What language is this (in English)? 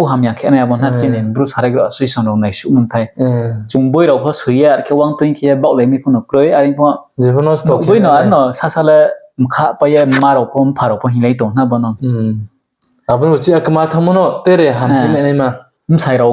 Riang (India)